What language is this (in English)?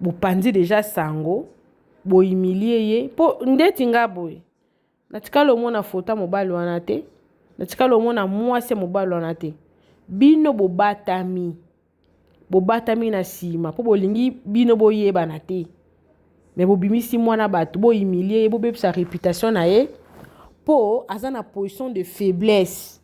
Lingala